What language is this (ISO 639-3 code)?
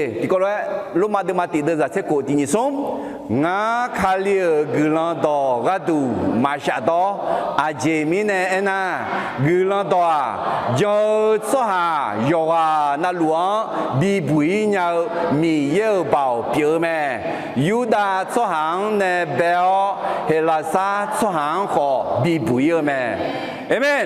ahk